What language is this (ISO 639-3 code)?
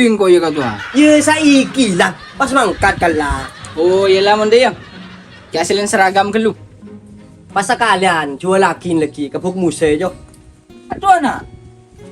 mad